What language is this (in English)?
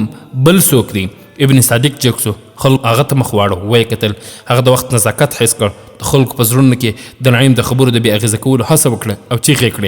Pashto